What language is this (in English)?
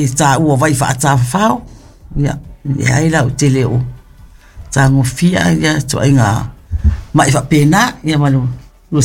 Samoan